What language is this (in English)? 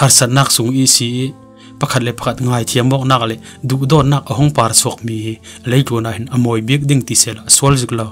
Falam Chin